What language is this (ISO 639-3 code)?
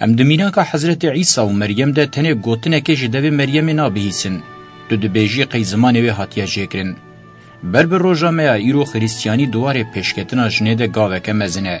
kur